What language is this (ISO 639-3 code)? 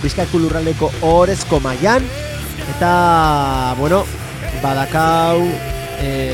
eus